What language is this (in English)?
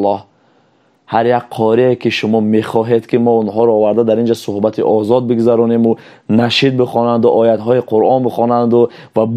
Tajik